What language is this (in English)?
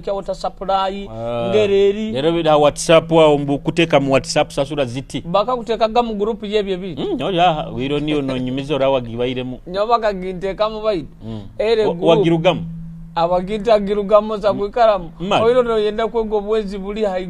Nyoro